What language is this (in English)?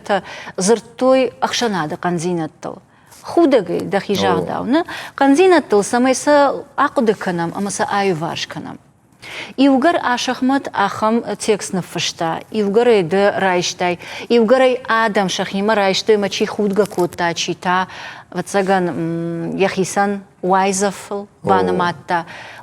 Ossetic